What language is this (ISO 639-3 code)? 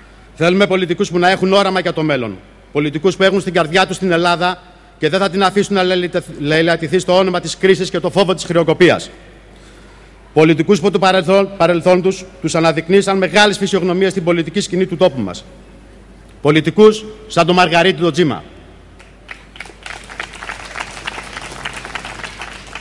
ell